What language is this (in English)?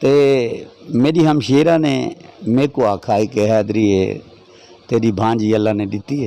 Saraiki